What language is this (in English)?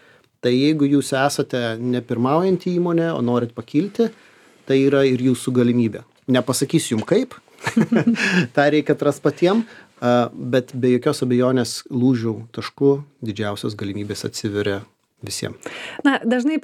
Lithuanian